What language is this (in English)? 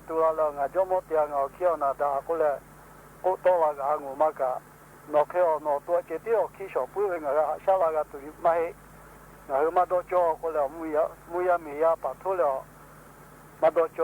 Lahu